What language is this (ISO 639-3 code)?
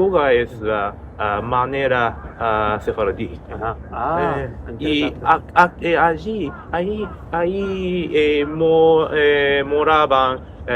lad